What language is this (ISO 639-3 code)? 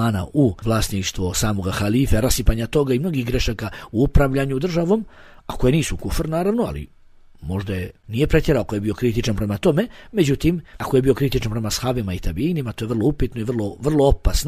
bos